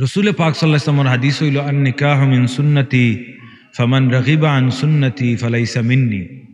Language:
Sylheti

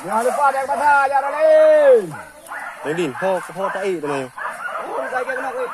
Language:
Achinese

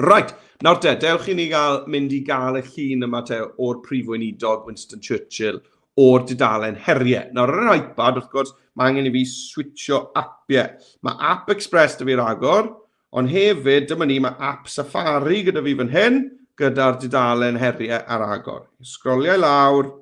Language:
Welsh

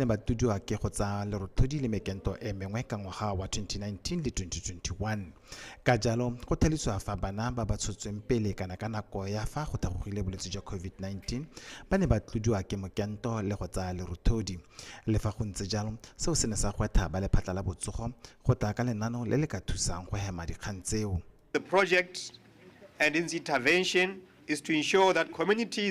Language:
Tswana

